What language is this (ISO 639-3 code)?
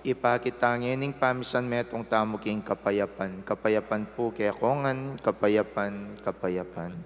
pam